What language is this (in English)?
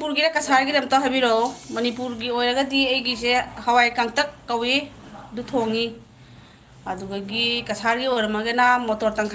Manipuri